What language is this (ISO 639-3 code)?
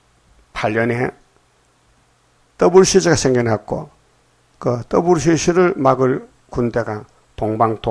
kor